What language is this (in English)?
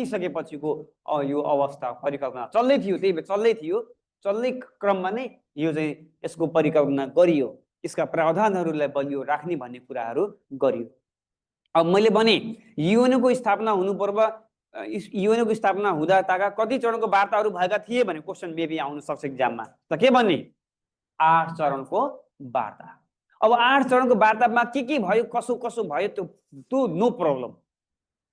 Nepali